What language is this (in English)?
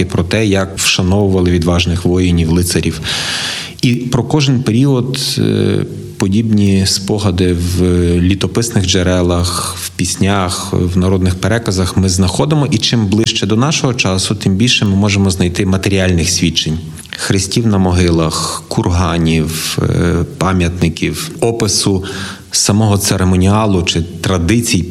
Ukrainian